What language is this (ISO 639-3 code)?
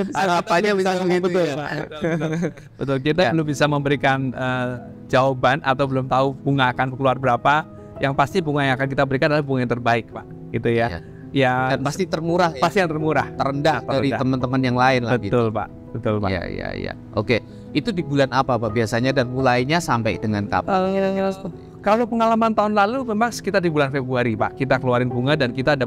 ind